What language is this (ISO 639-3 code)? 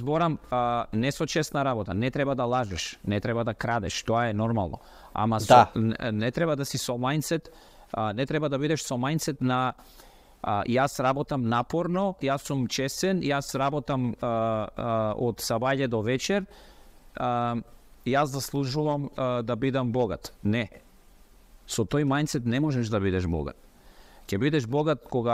mkd